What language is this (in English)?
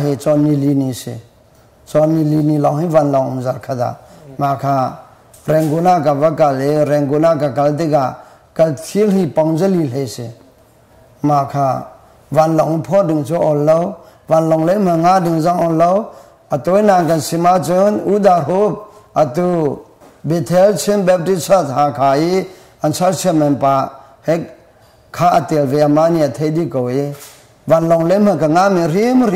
Hakha Chin